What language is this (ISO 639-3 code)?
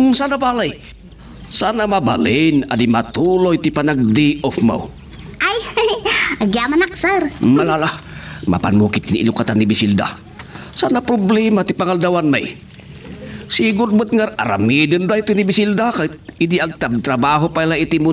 ilo